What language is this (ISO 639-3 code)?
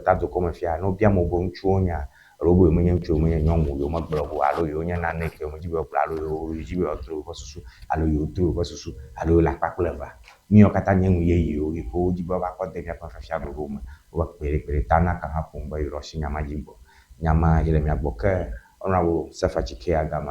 ewe